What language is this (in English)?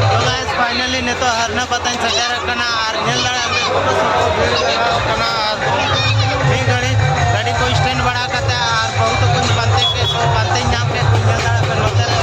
Santali